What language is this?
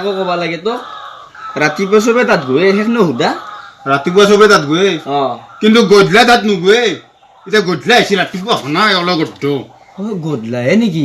Assamese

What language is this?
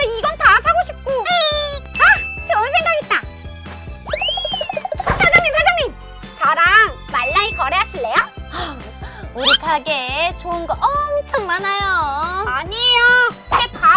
Korean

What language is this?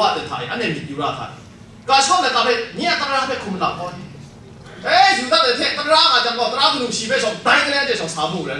Kachin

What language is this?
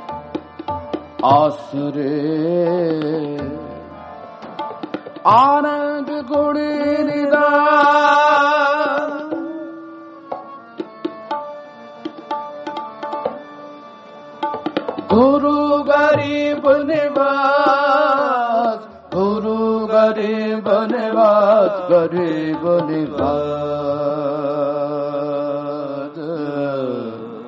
Punjabi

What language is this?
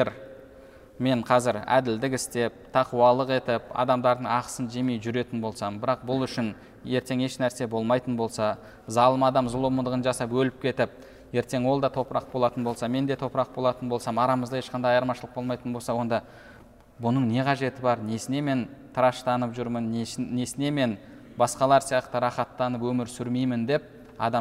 Kazakh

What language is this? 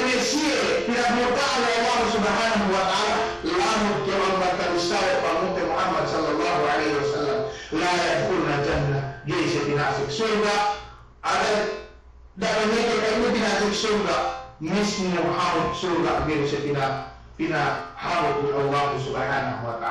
Yakan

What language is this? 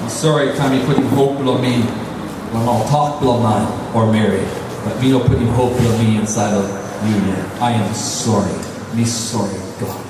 Tok Pisin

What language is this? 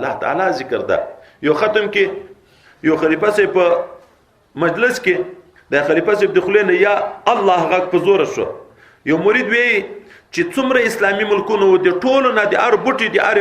Pashto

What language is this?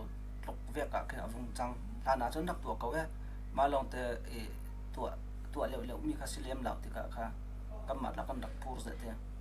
Falam Chin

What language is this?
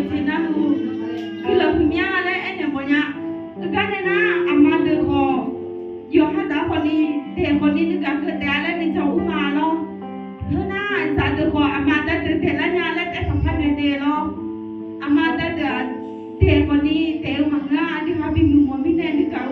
Akha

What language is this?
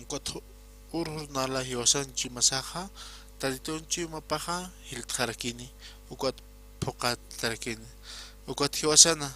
Aymara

